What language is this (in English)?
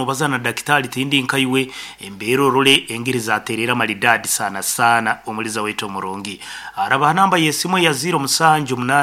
Nyankole